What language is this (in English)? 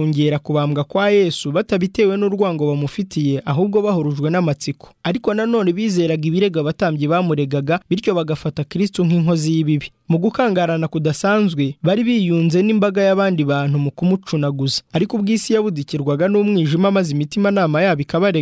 Kinyarwanda